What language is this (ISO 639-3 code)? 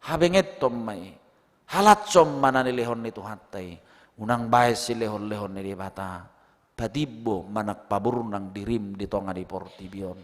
bbc